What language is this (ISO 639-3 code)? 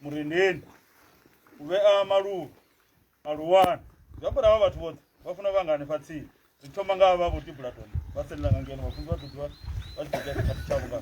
ven